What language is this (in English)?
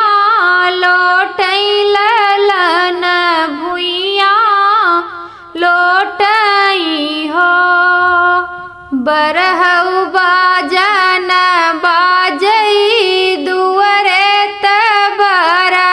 Bhojpuri